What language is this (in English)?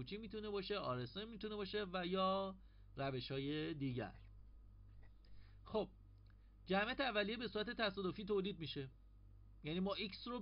Persian